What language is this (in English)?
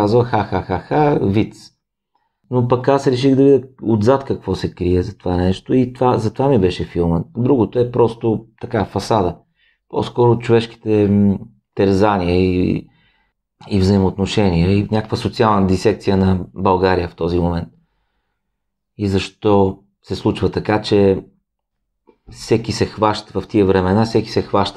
Bulgarian